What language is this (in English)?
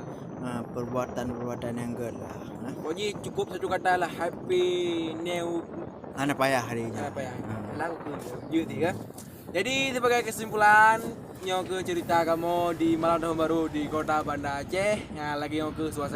Achinese